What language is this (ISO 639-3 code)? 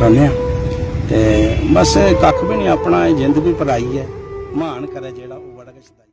doi